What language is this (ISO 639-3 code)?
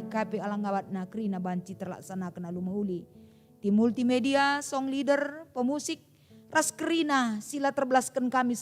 btx